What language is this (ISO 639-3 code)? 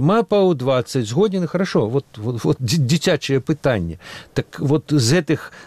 bel